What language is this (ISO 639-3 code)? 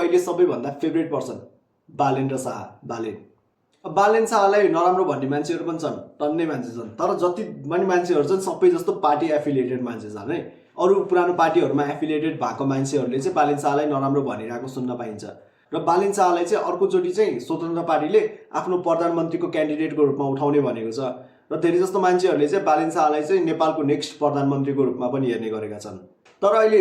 nep